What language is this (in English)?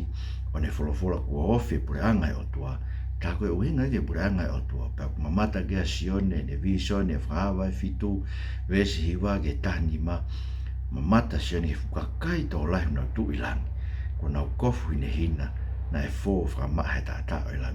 Tongan